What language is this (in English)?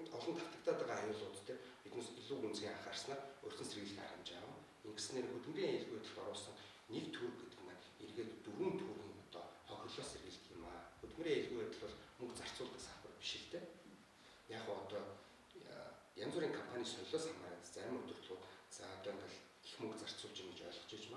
Mongolian